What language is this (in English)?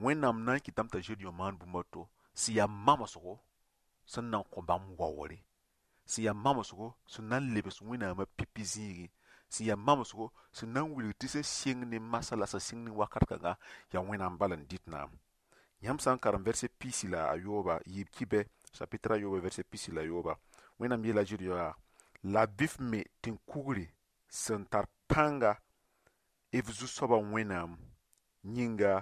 Mossi